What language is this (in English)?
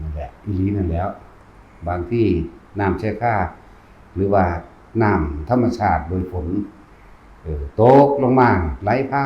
Northeastern Thai